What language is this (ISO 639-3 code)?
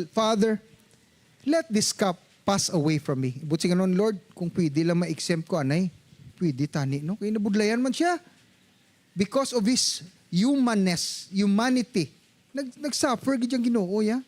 hil